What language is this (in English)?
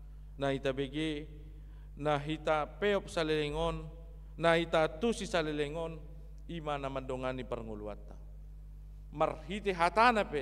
Batak Toba